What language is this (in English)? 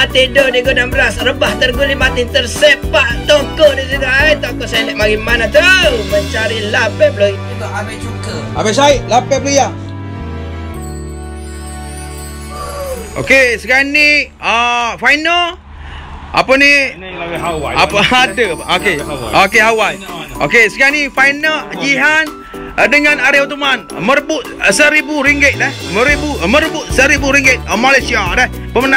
Malay